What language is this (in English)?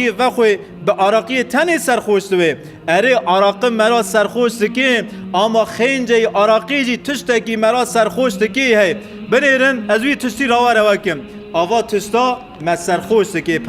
Kurdish